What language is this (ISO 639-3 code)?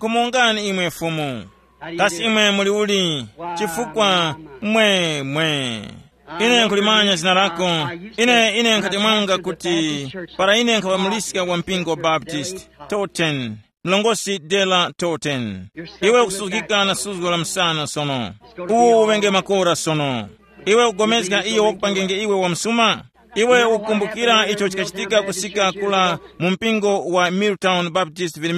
tum